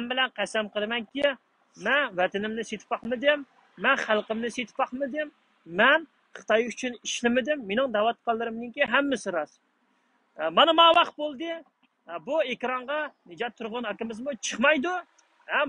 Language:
Uyghur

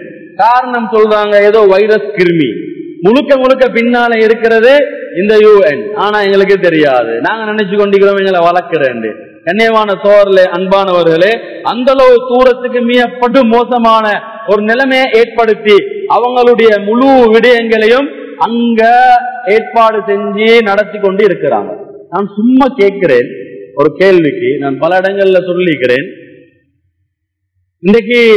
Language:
Tamil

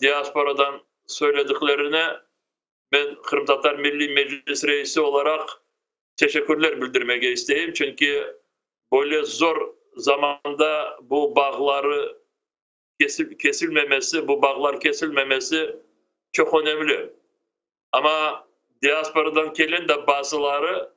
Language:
Crimean Tatar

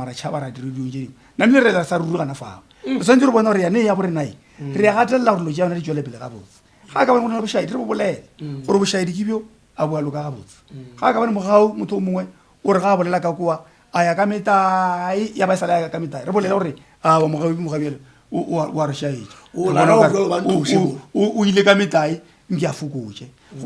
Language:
Northern Sotho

